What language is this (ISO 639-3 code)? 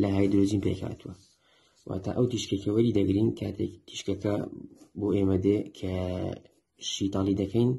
ckb